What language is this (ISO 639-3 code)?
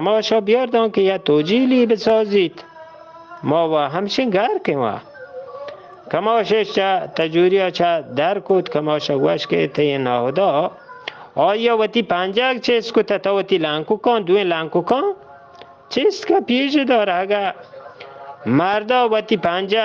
bgp